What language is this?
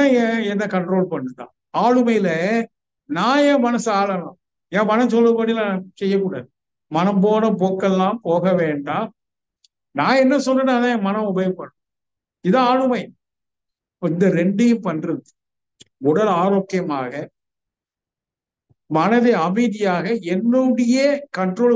Tamil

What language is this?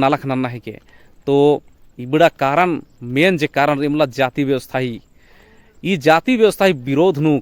Kurukh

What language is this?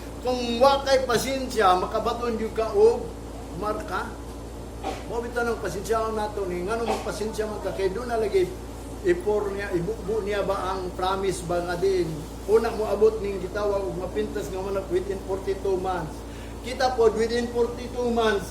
Cebuano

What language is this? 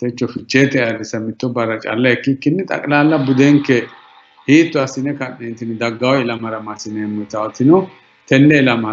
Sidamo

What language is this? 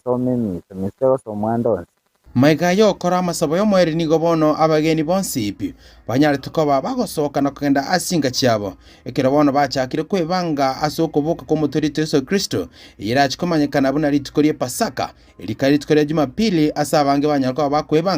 Gusii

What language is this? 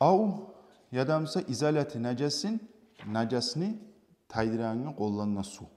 Kumyk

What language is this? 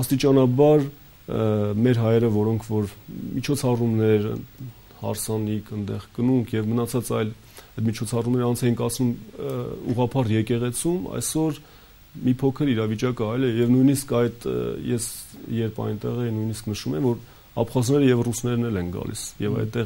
Armenian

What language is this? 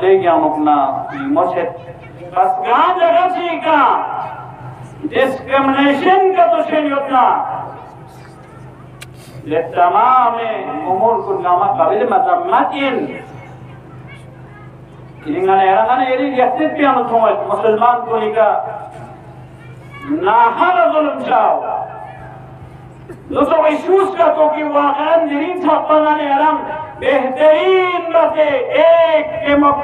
Urdu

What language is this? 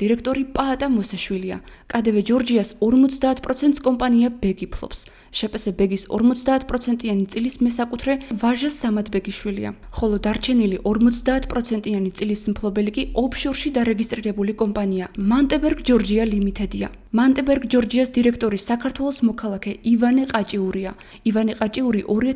Georgian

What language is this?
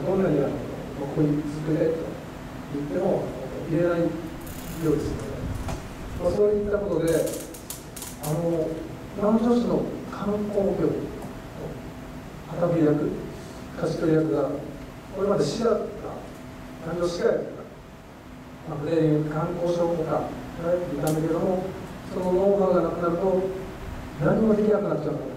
Japanese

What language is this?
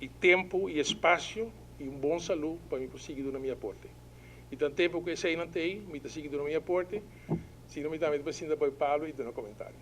Papiamento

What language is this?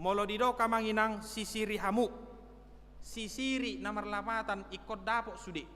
Batak Toba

